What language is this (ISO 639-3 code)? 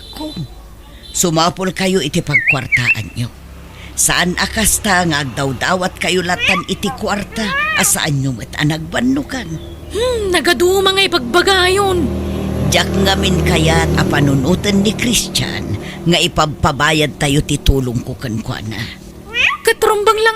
ilo